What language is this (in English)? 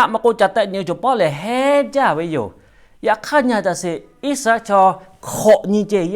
Lahu